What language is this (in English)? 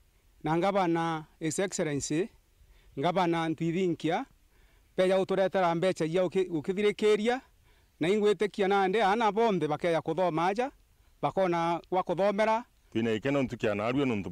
Meru